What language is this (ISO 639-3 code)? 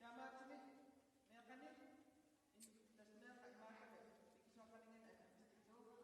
kal